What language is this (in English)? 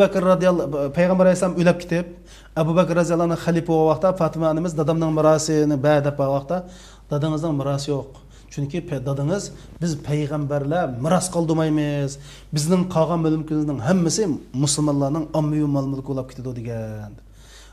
Uyghur